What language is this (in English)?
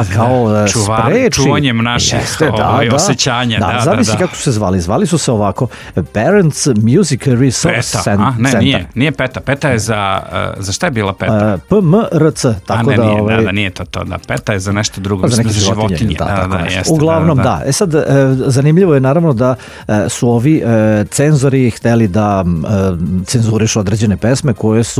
Serbian